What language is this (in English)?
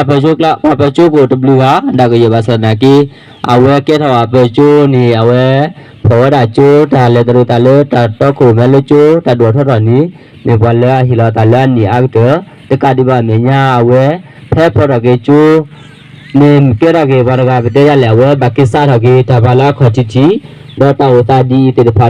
S'gaw Karen